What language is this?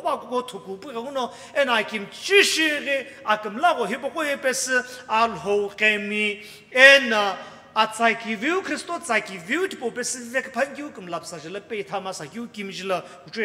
Sumi Naga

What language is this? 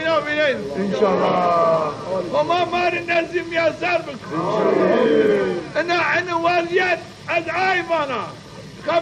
Zaza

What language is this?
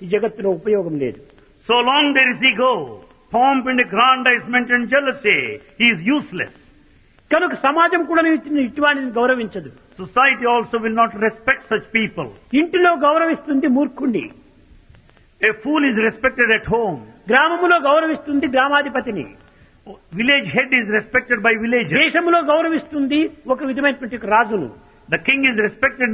Telugu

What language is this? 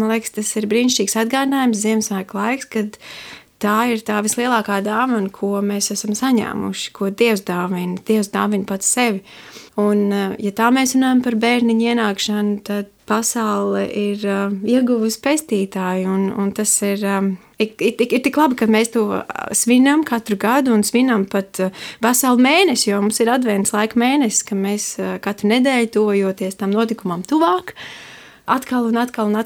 Latvian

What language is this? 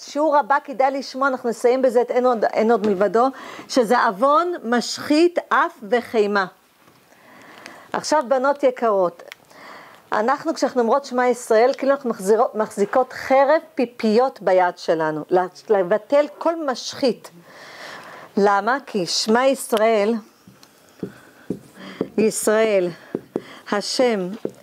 Hebrew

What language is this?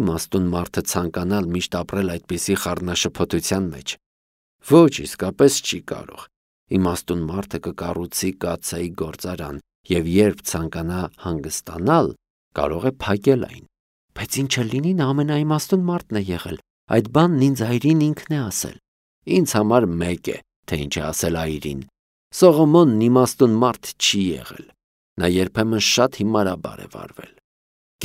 Armenian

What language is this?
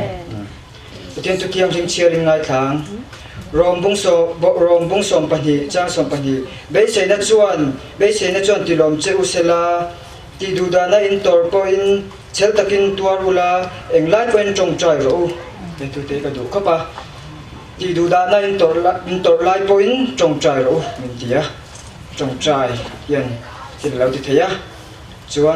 Falam Chin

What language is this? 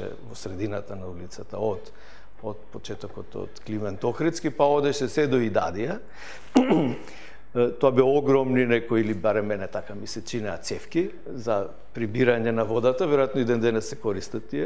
Macedonian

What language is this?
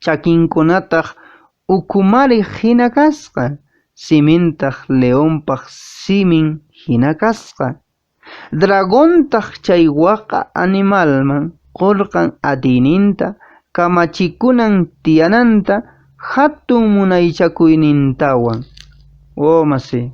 Quechua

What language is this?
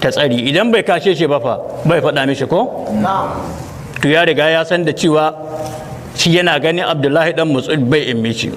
Hausa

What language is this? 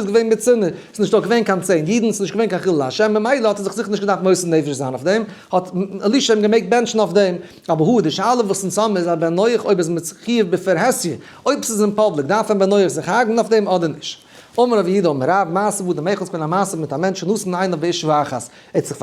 Yiddish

